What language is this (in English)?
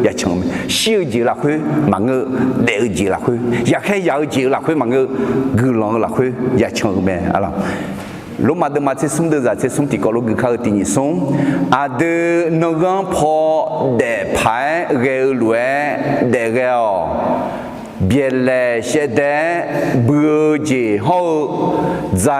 Akha